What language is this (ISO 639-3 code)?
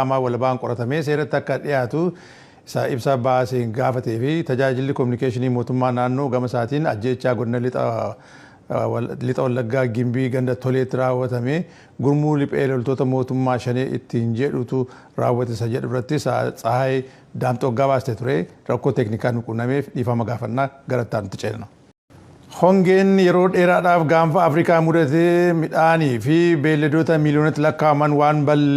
orm